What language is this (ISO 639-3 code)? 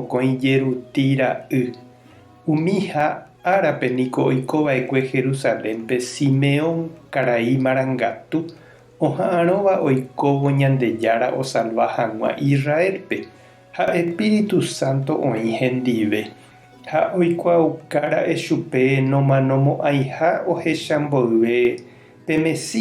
grn